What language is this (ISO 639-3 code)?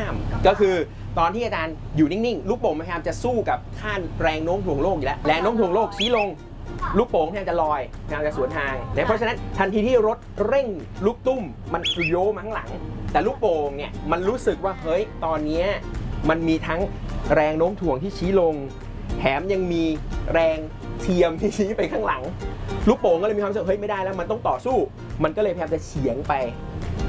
tha